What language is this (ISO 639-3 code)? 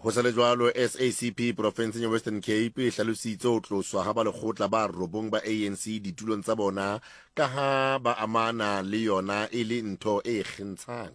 sot